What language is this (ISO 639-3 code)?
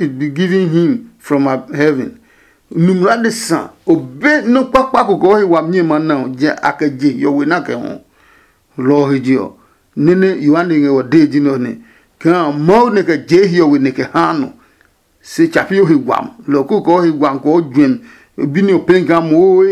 ada